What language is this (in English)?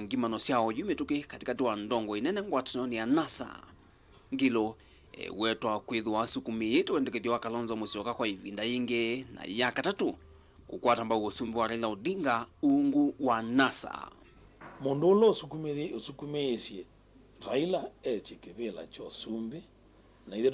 Kamba